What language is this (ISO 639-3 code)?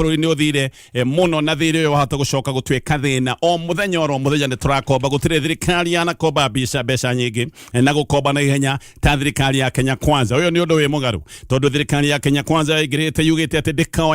kik